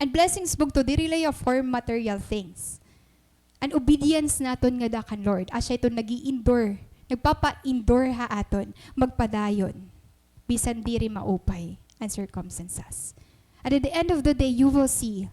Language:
Waray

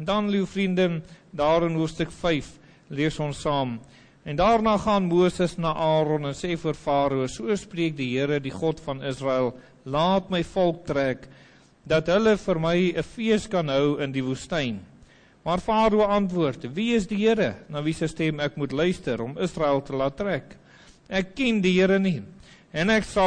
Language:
Afrikaans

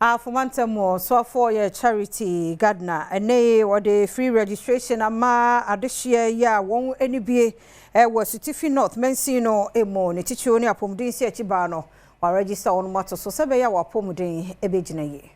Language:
Akan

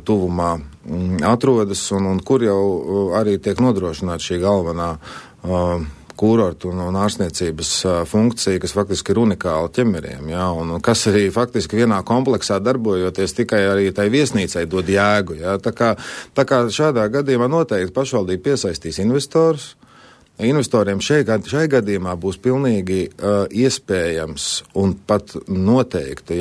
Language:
Latvian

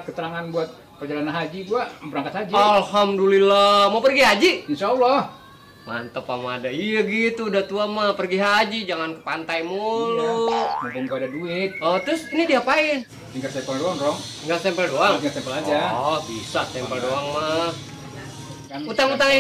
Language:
Betawi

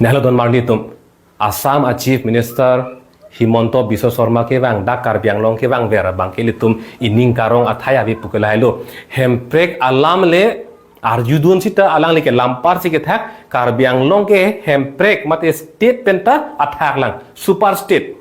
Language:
Karbi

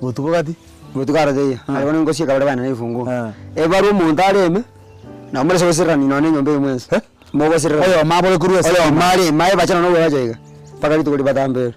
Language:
Gusii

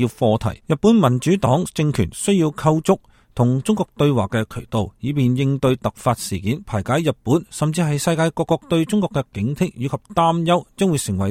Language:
Cantonese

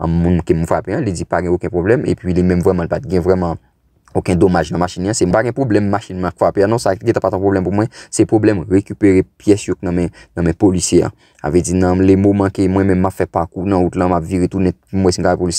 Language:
Haitian Creole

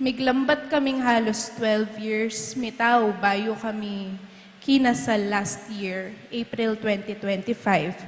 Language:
Pampanga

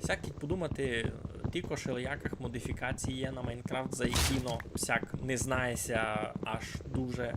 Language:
Rusyn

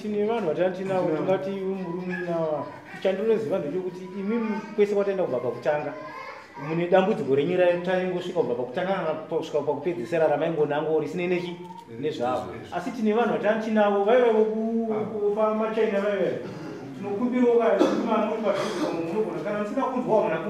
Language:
Shona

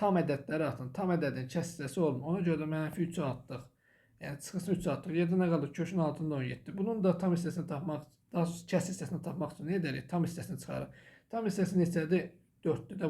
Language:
Azerbaijani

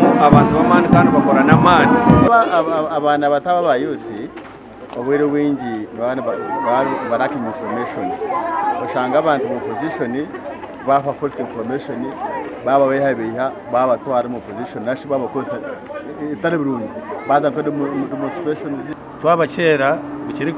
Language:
Nyankole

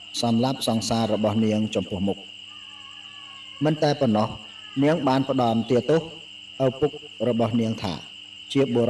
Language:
Khmer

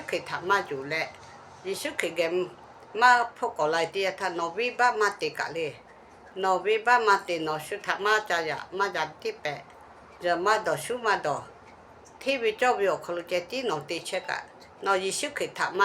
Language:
Lahu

